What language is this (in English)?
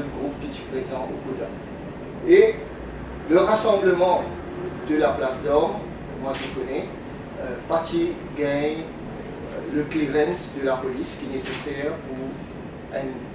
Morisyen